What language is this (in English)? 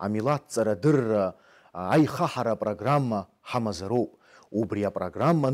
Abkhazian